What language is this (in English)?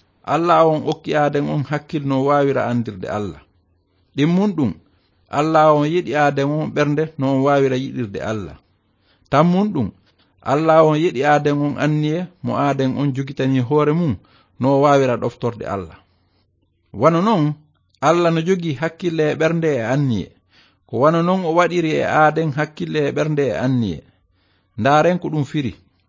Fula